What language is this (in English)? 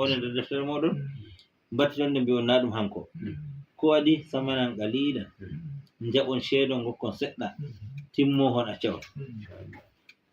Fula